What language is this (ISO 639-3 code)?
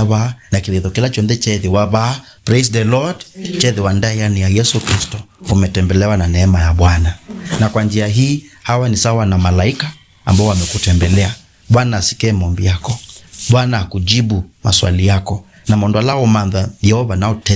kam